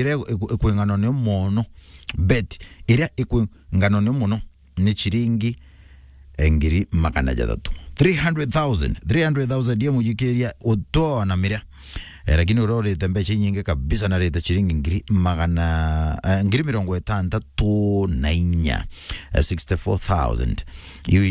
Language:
Meru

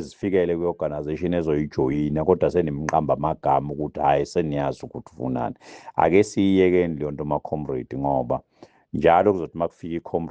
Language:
Zulu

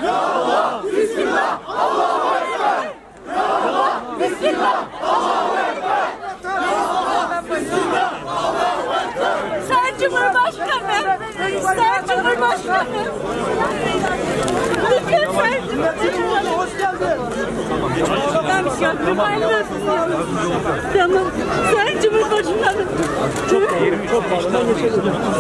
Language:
Turkish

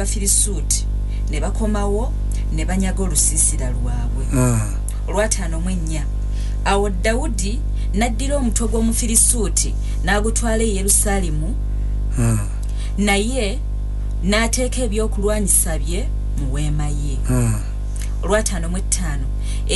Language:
Ganda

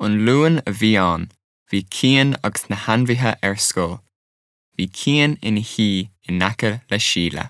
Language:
Irish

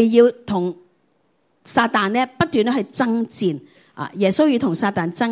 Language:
Cantonese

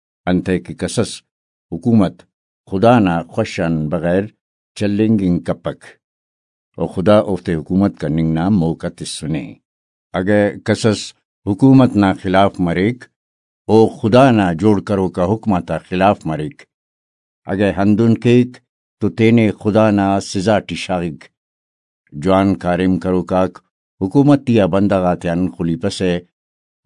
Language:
Brahui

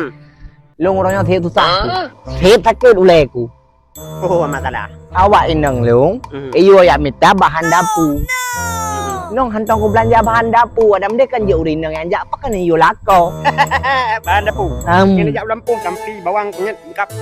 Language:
Achinese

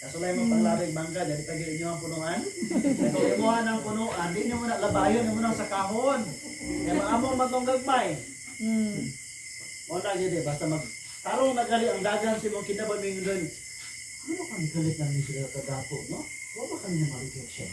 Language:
Cebuano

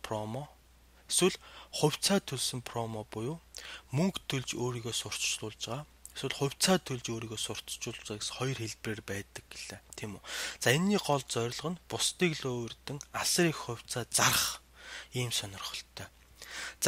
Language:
Mongolian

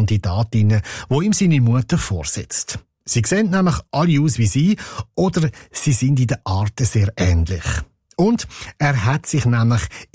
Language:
German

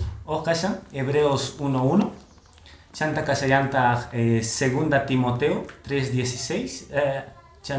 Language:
Quechua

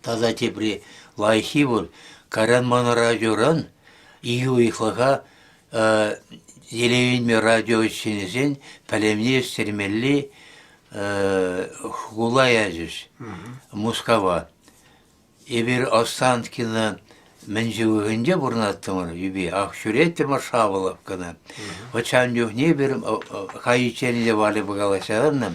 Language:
Chuvash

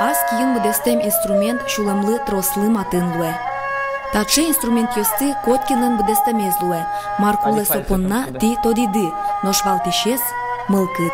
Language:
Udmurt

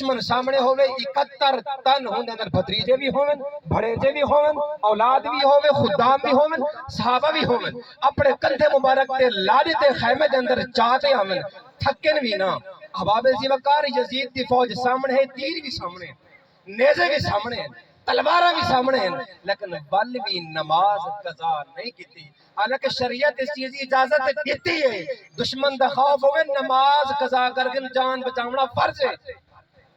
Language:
Saraiki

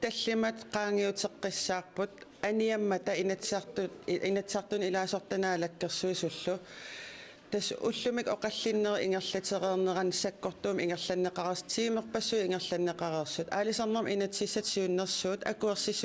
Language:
Kalaallisut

